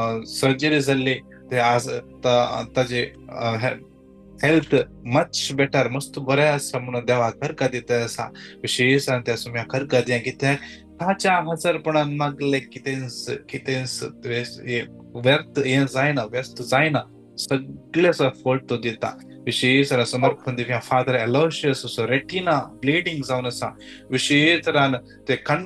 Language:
Konkani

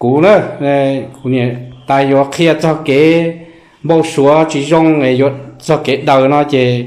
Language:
Hmong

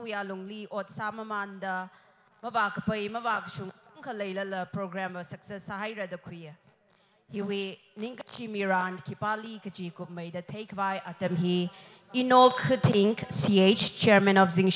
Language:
Tangkhul Naga (India)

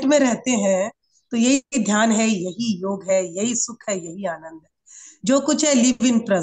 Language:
Hindi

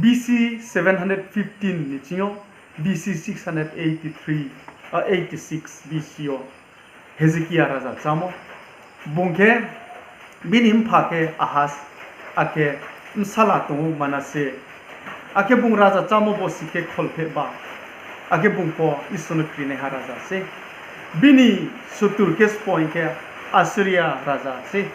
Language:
Riang (India)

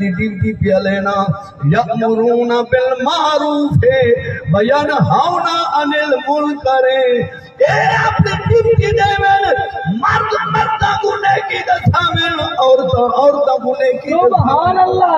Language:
Saraiki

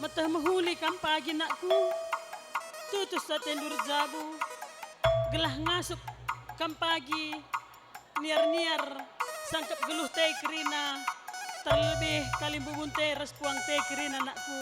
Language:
Batak Karo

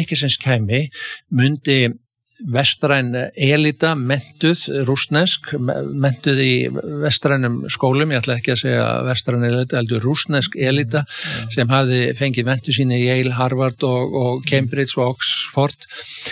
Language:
Icelandic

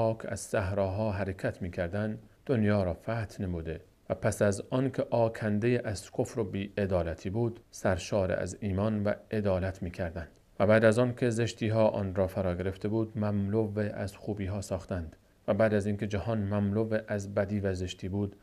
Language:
Persian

